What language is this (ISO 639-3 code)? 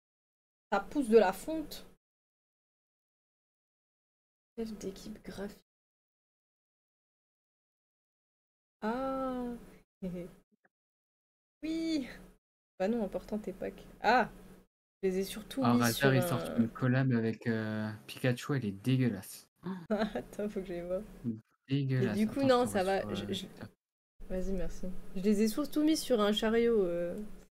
fra